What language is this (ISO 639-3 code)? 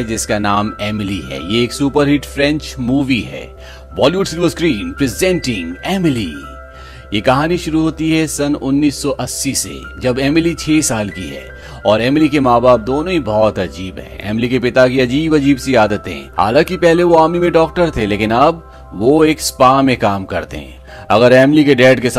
hin